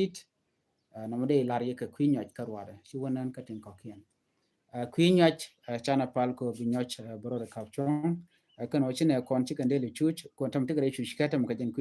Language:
Nuer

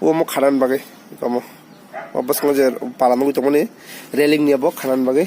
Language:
Kok Borok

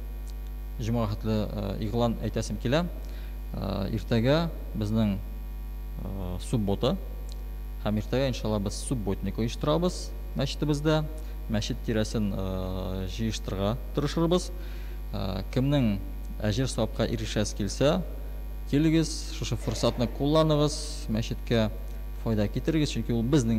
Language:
Tatar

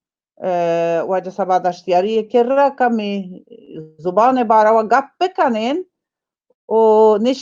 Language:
Baluchi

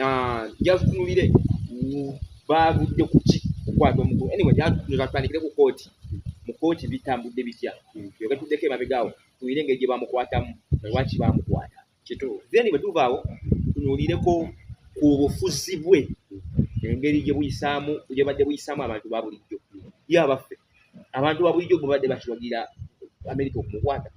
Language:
Ganda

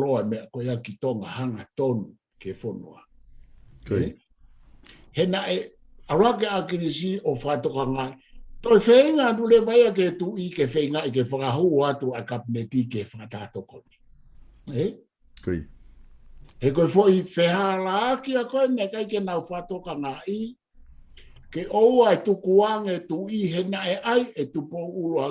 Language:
Tongan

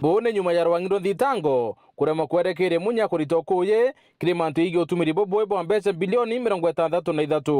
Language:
Meru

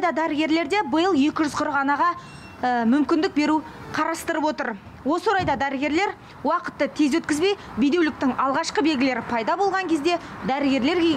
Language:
Kazakh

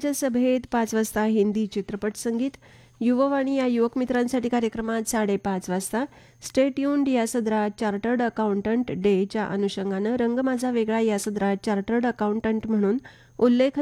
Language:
Marathi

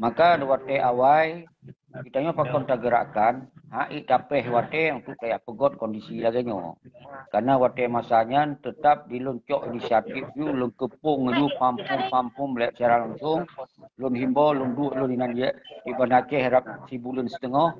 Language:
Achinese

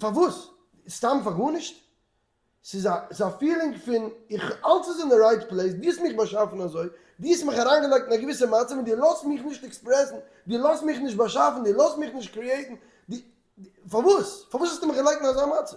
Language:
Yiddish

